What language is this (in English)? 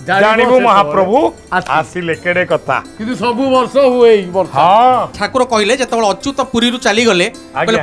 Odia